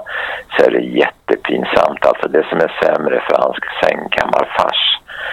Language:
Swedish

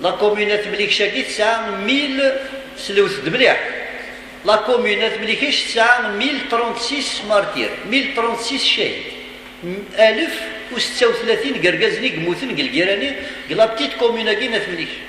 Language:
Kabyle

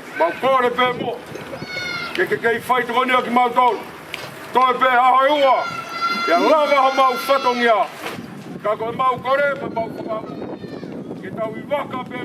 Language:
Tongan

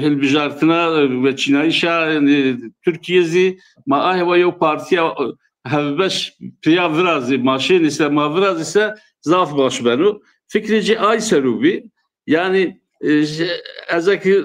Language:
Zaza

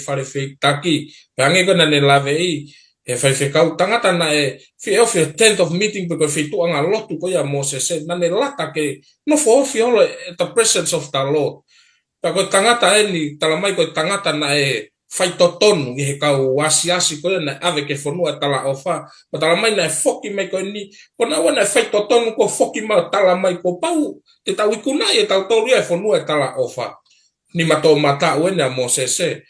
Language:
Tongan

